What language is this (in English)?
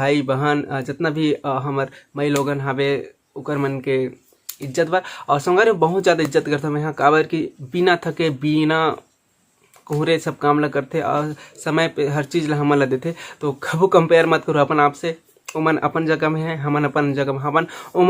Chhattisgarhi